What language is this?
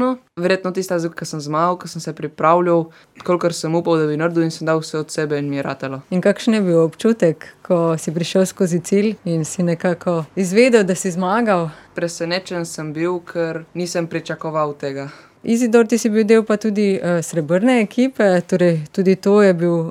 Slovenian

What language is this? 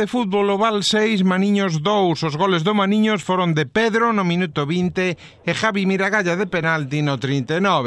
Galician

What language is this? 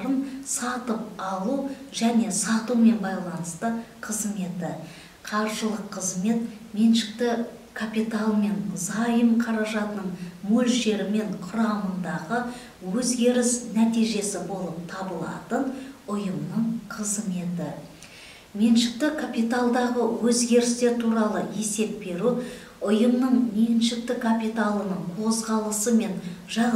Kazakh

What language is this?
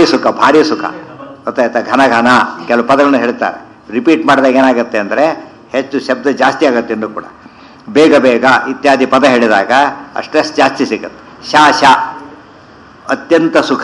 Kannada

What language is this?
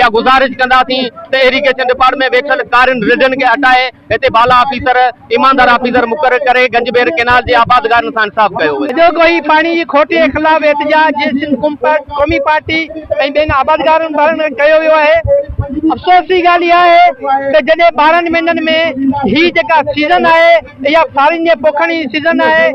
Sindhi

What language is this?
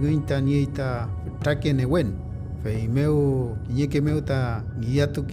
Mapuche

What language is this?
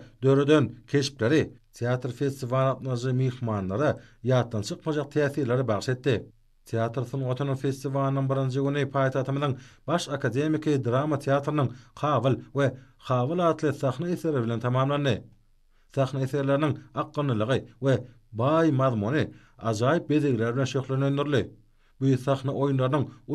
Turkmen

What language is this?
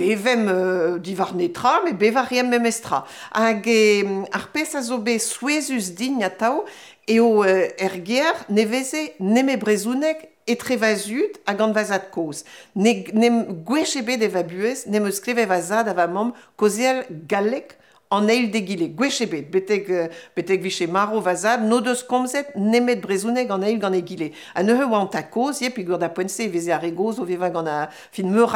Breton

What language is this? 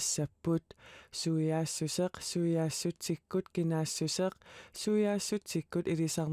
Kalaallisut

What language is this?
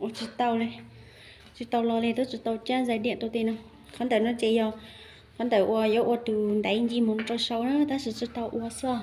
Hmong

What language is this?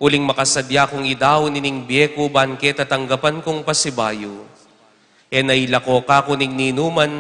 Pampanga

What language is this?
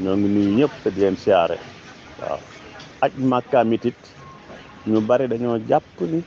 Wolof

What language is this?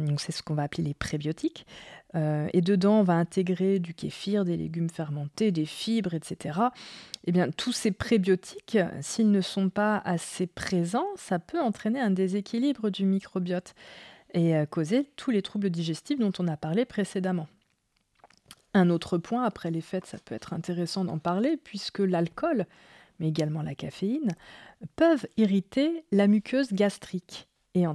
French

